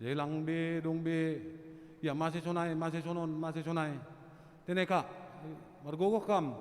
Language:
Batak Simalungun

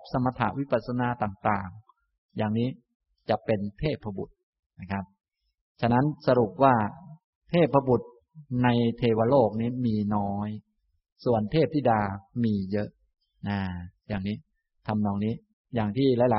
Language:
Thai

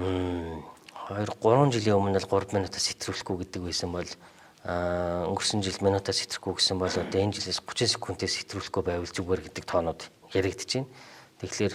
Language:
Mongolian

